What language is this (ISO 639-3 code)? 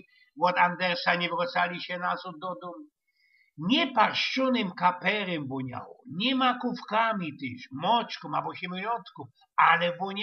szl